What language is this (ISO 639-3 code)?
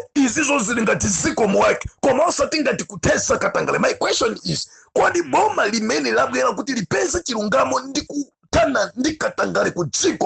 nya